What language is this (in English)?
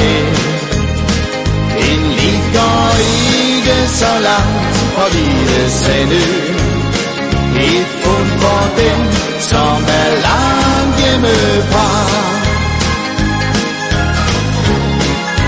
Danish